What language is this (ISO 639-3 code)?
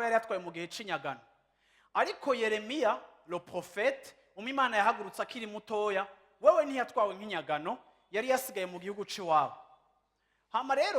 run